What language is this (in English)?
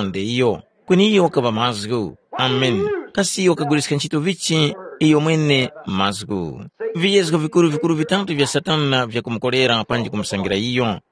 Tumbuka